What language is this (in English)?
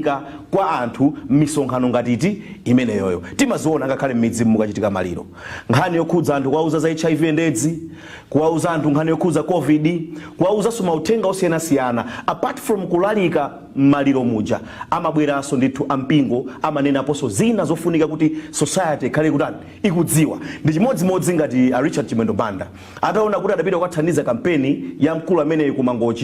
Nyanja